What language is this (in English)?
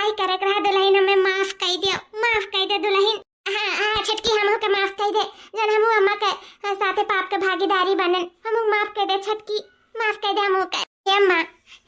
Awadhi